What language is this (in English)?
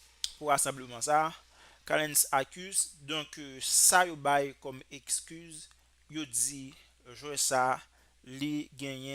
Haitian Creole